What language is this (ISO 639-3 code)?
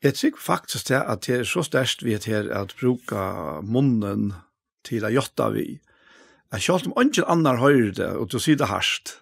fao